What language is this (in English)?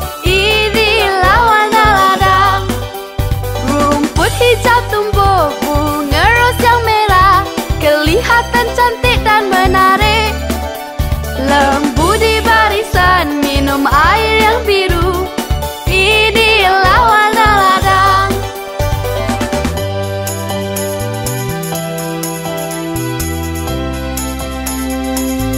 Malay